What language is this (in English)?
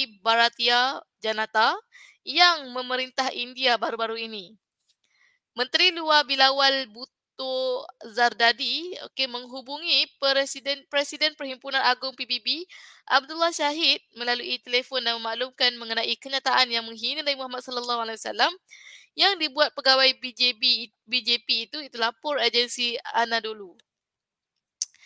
Malay